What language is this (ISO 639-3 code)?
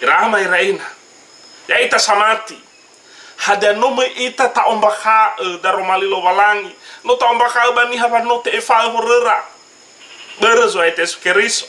nia